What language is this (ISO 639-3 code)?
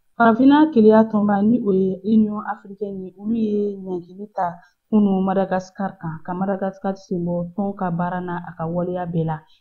bam